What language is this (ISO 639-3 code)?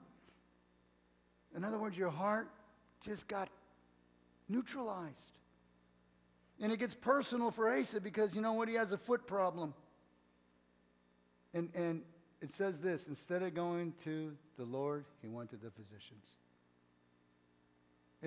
eng